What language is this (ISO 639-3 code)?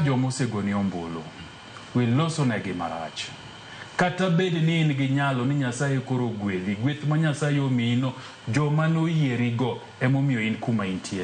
luo